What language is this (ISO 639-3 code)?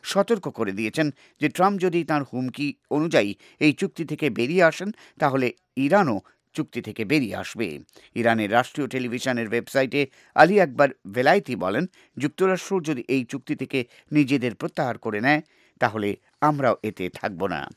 ben